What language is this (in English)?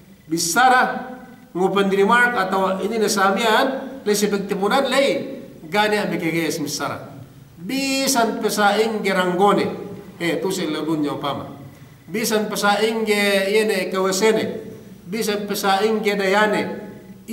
Yakan